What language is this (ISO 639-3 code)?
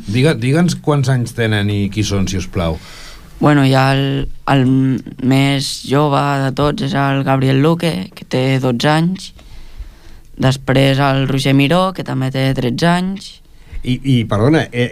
cat